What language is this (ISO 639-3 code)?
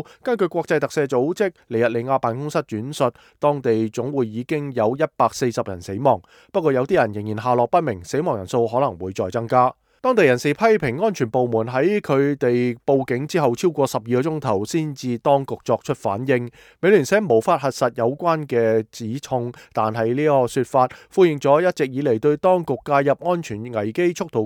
yue